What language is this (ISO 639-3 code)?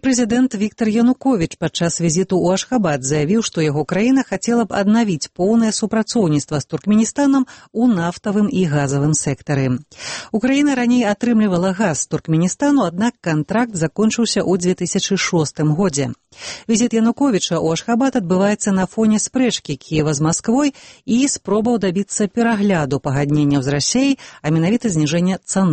bel